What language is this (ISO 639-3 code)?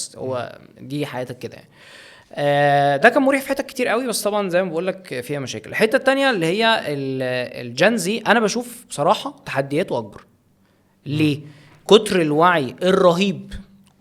arz